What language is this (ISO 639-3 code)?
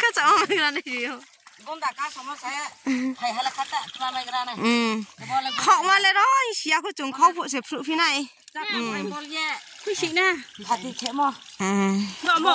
ria